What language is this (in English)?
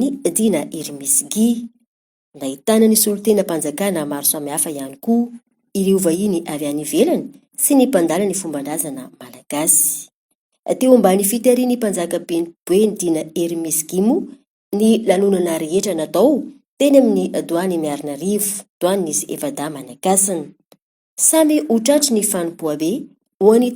Malagasy